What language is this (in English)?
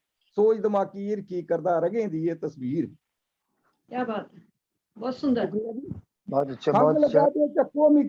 Dogri